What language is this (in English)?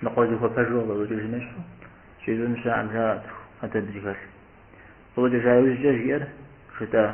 Kabardian